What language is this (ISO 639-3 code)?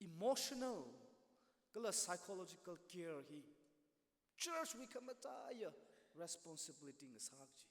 nmf